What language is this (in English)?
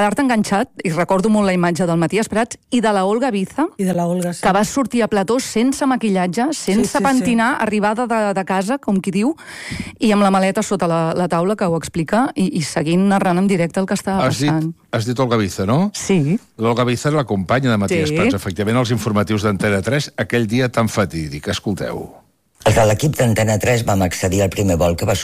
Catalan